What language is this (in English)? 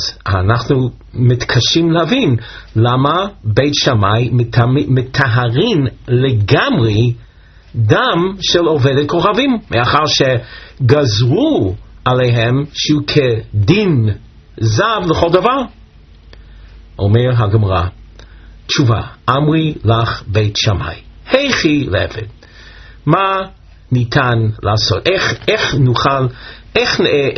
Hebrew